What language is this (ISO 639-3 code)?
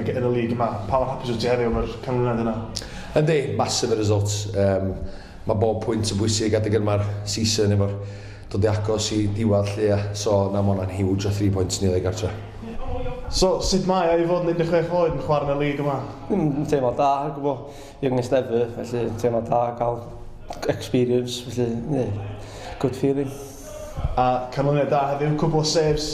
cym